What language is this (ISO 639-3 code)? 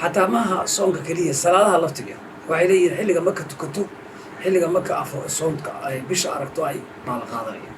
som